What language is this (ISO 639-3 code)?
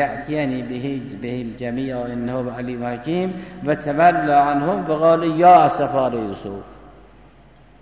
fas